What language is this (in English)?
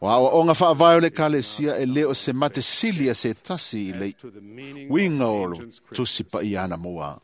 Samoan